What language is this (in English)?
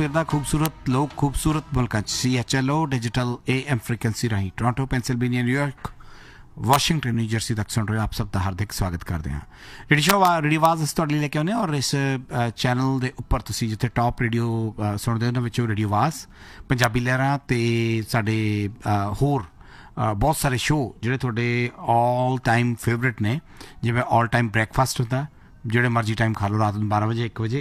Punjabi